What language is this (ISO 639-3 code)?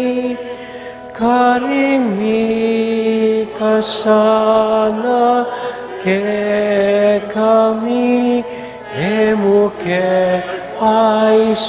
pam